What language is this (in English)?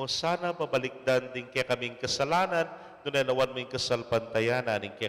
Pampanga